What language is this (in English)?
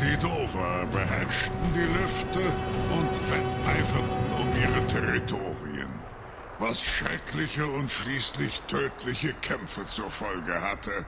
Bavarian